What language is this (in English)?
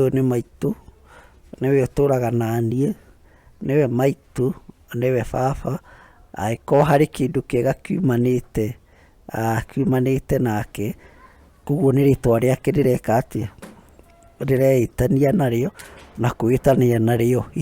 Kikuyu